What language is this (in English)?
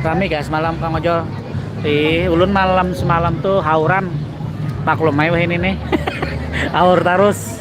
Banjar